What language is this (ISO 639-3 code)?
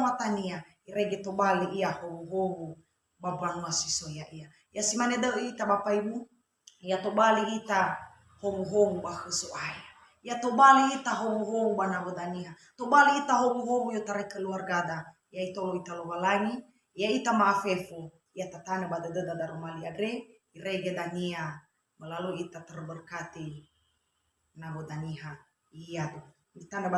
nia